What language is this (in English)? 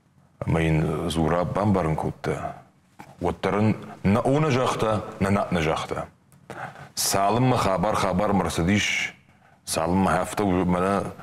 Ossetic